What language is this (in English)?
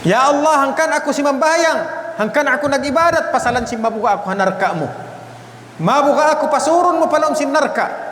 Tausug